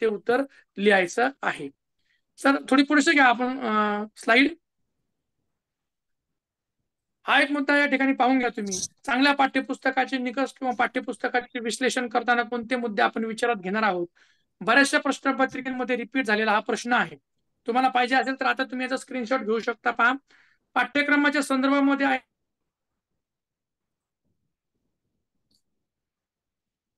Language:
Marathi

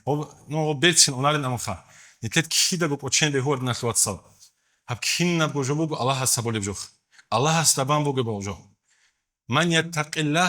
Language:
Avaric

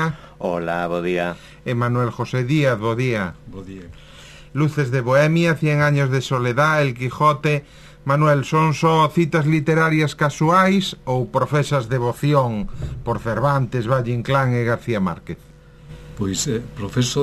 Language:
Galician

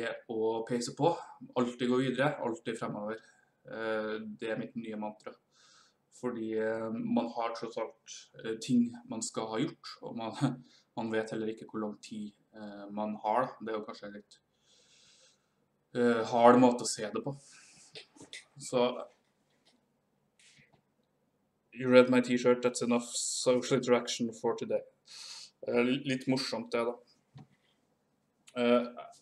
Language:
Norwegian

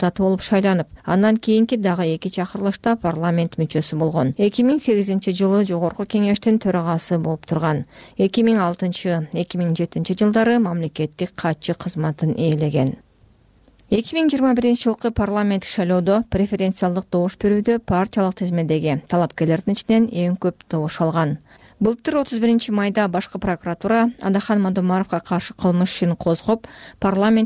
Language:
Kyrgyz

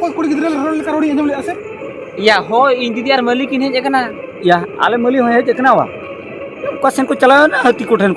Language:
Santali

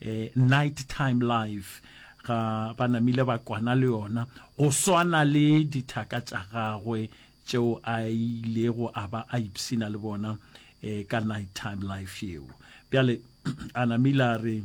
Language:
Northern Sotho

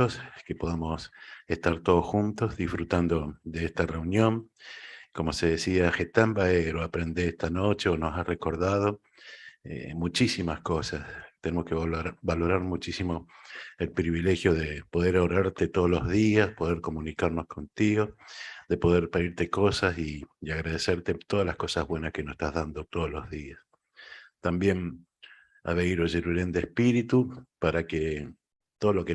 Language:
Guarani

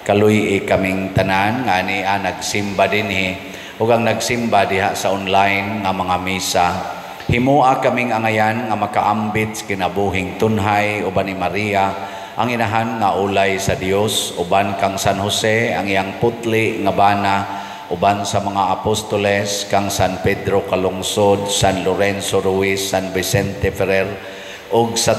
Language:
Cebuano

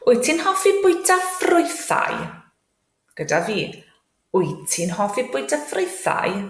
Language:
Welsh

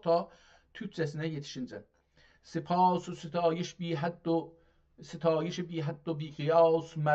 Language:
South Azerbaijani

